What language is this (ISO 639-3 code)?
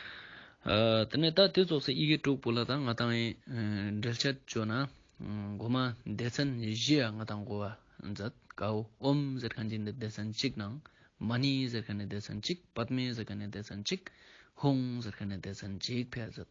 lbj